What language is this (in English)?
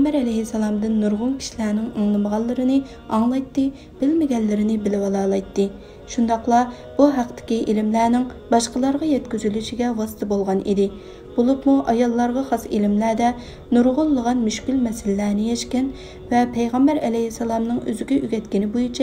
Uyghur